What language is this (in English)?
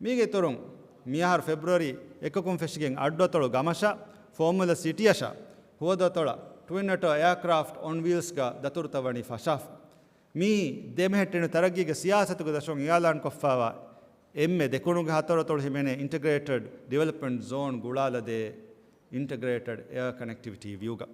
Divehi